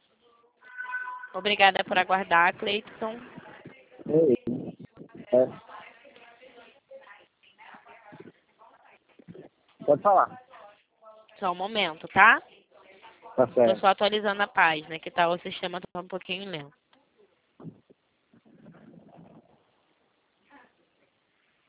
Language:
Portuguese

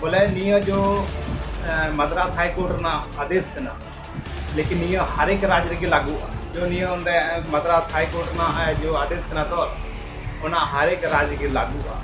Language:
Santali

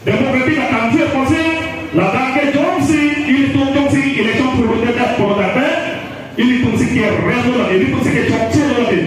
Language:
Karbi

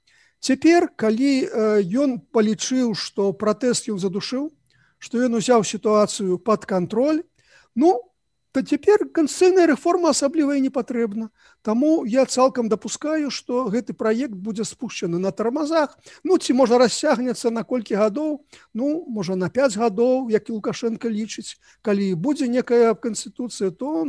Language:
Belarusian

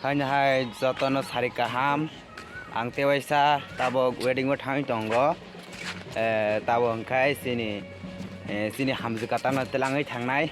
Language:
Kok Borok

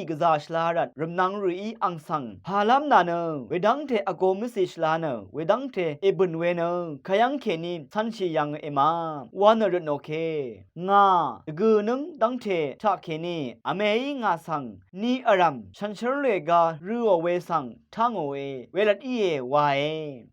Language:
Rawang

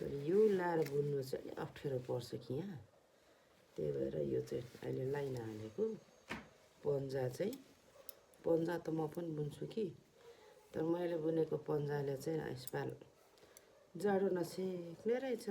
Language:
Nepali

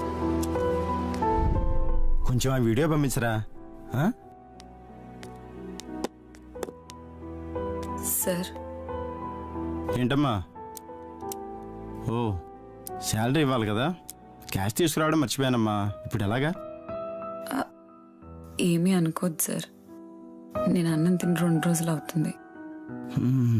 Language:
Telugu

